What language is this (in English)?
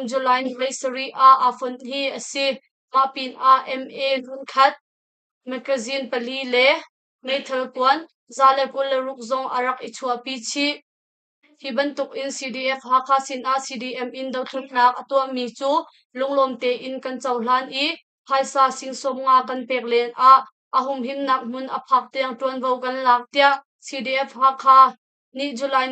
Hakha Chin